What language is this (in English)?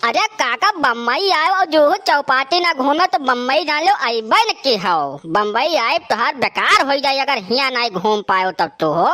Awadhi